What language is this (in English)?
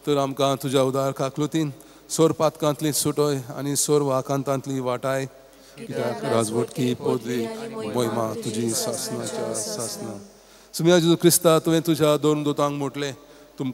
Konkani